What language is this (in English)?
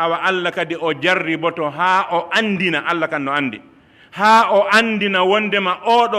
Pular